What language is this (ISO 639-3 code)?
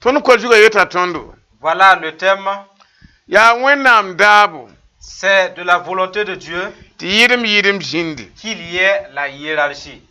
mos